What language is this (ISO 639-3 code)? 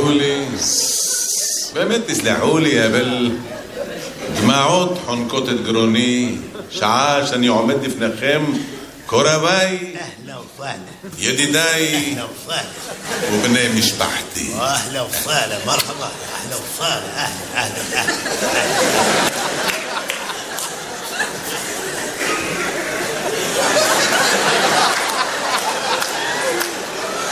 heb